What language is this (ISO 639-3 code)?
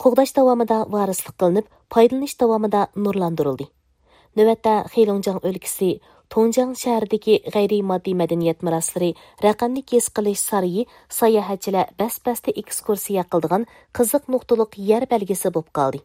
uig